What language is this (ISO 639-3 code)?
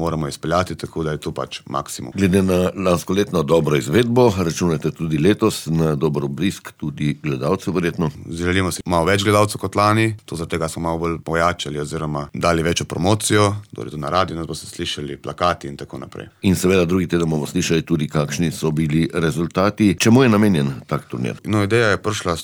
slv